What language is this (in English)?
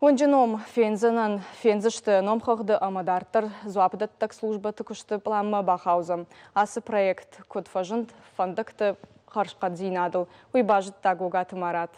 Ossetic